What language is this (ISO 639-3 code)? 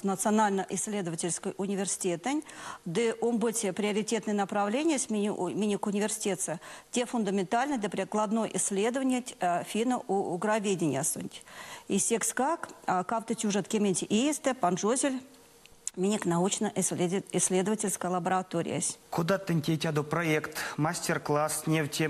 myv